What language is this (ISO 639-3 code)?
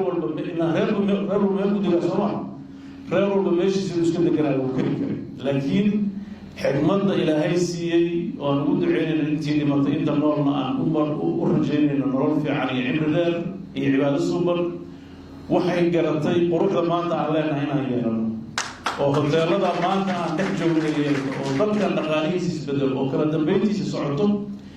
som